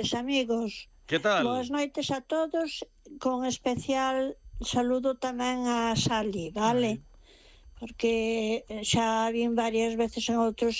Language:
Galician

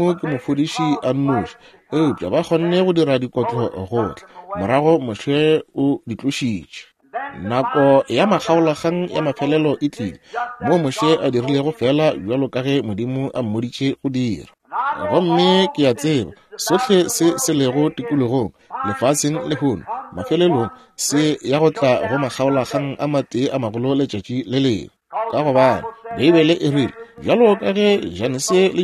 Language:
Northern Sotho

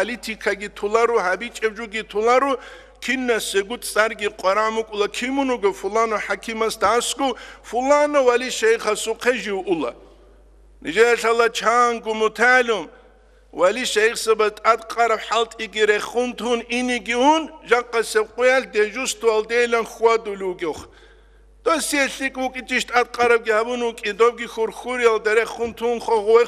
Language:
Avaric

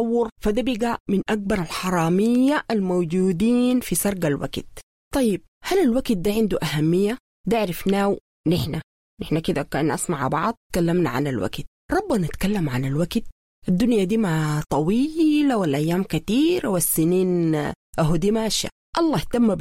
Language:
Sudanese Arabic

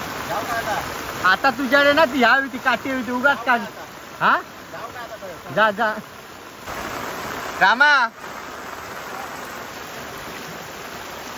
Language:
Marathi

